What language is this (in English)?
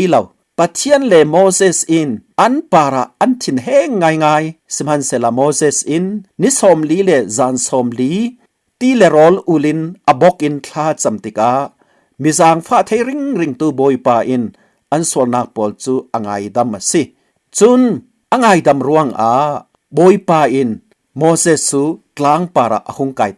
Falam Chin